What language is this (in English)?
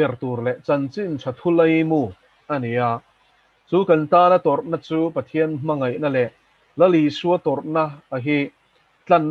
Mizo